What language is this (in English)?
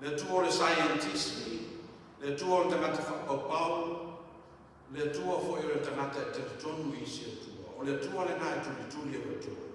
Samoan